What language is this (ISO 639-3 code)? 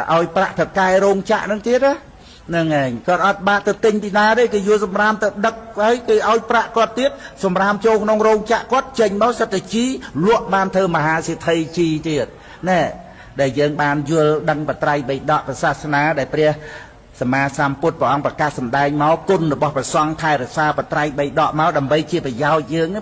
khm